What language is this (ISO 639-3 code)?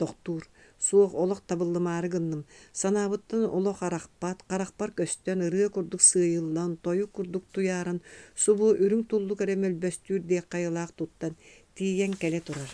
sah